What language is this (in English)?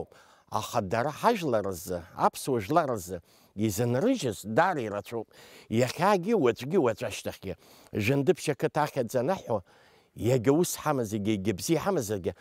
Abkhazian